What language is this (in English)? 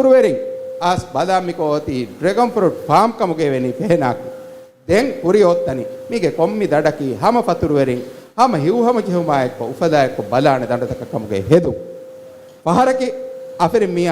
Divehi